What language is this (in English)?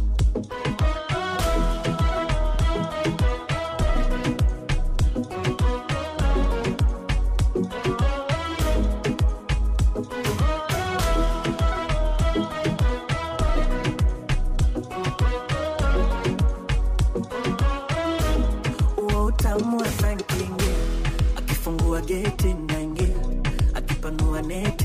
Swahili